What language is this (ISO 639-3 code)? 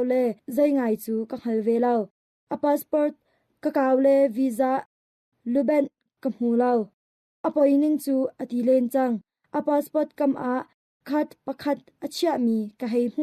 cnh